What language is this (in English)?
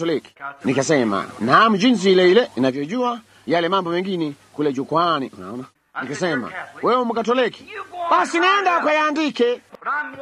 Swahili